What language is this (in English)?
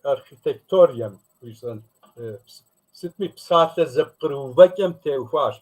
Kabardian